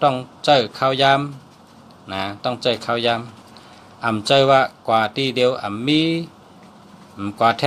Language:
Shan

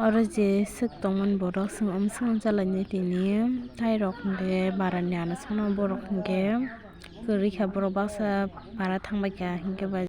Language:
Kok Borok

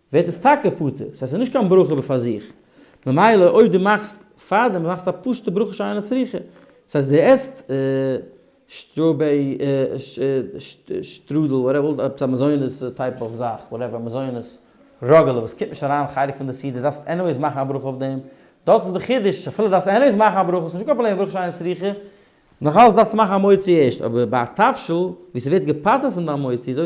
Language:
Yiddish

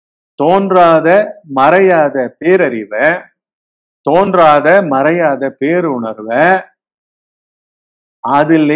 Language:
Tamil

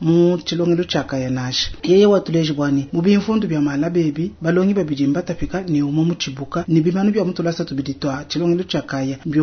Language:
Luba-Lulua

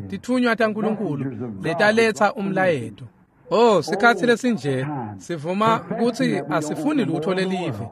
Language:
Swati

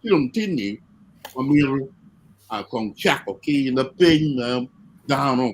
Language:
Acoli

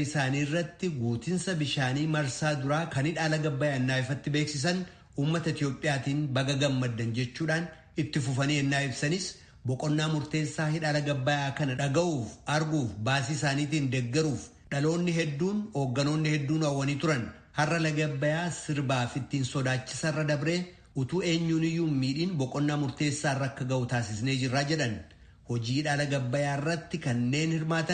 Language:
Oromo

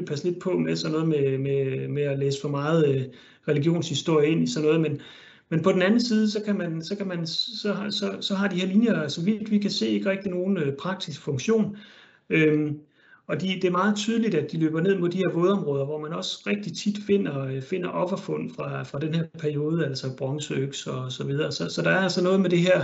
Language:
Danish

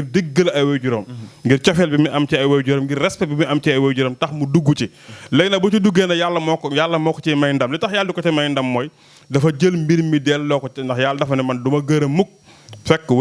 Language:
Wolof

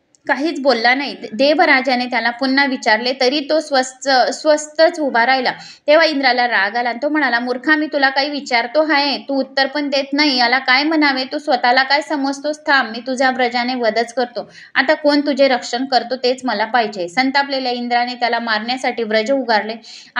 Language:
Marathi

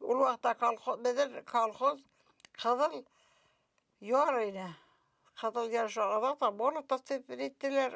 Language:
Bashkir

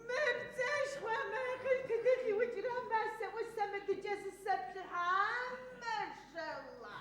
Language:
Adyghe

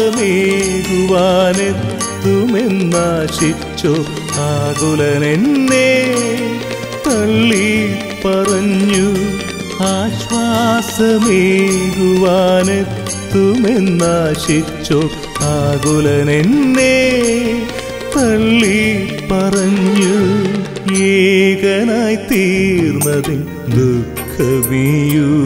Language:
Malayalam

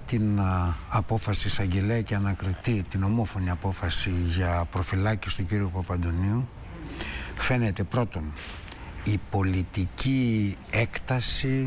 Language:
Greek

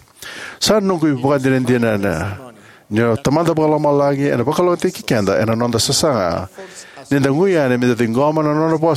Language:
Fijian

